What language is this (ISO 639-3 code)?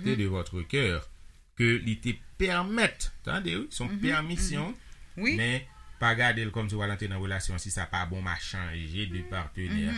hat